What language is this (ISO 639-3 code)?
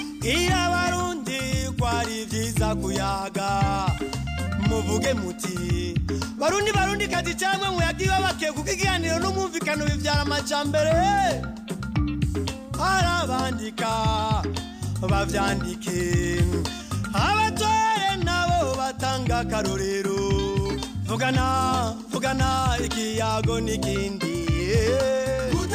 run